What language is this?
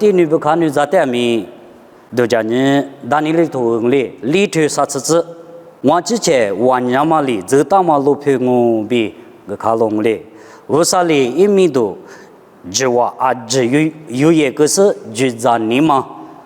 Lisu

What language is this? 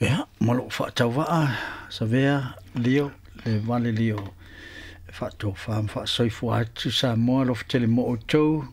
Samoan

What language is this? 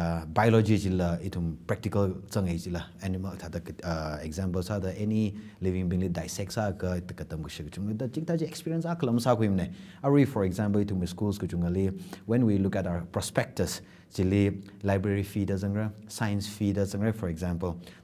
Tangkhul Naga (India)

